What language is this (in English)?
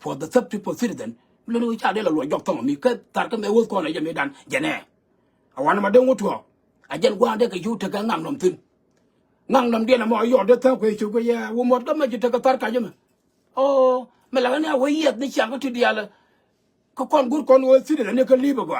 Nuer